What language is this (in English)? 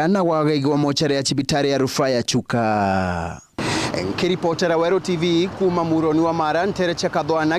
Meru